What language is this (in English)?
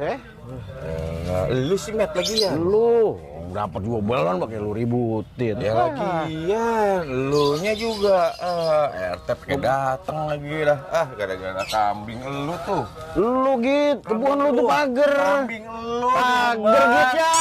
Betawi